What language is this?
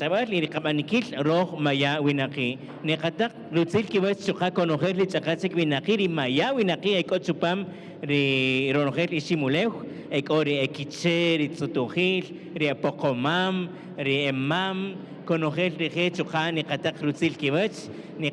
Kaqchikel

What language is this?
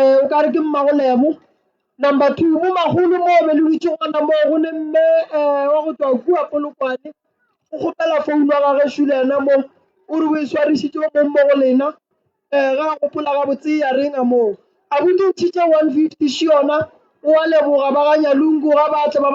Northern Sotho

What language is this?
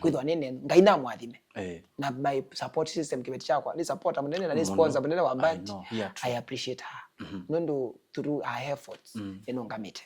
Kamba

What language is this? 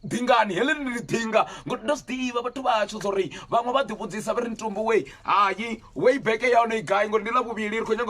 Venda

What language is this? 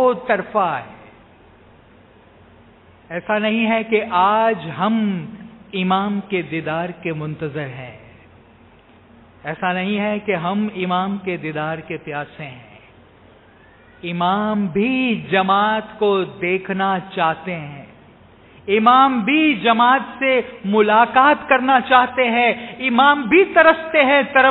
Urdu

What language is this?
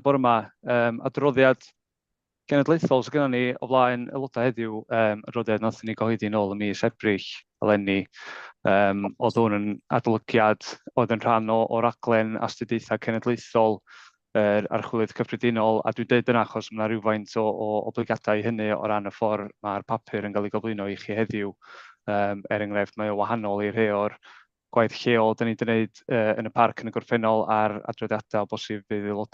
Welsh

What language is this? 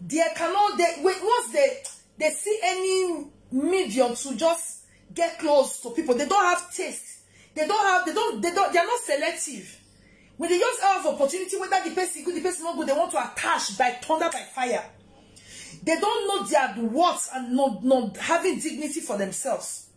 Nigerian Pidgin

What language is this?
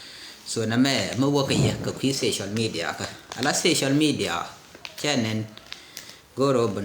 Nuer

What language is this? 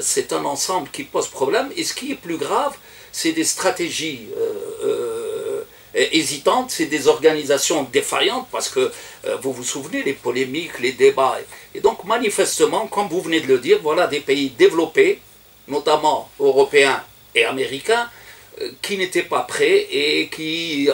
French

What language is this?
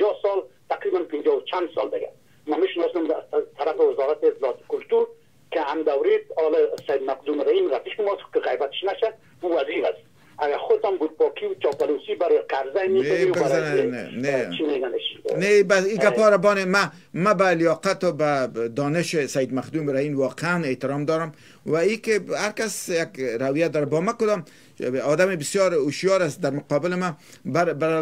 Persian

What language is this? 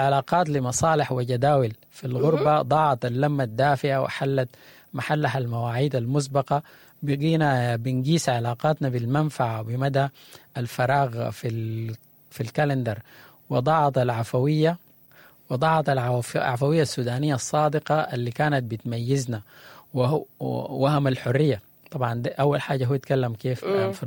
Sudanese Arabic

